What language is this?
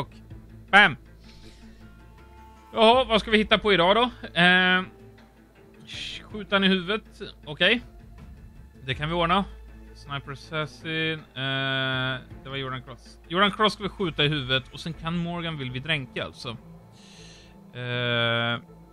Swedish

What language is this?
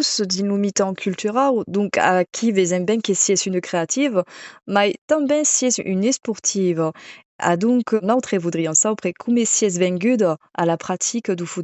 Occitan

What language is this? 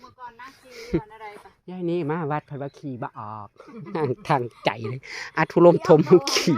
Northeastern Thai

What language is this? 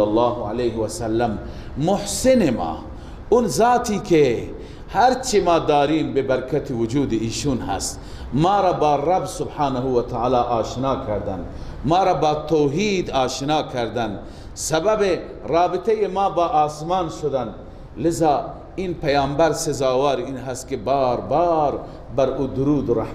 Persian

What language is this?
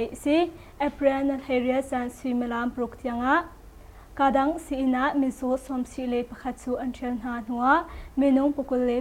Hakha Chin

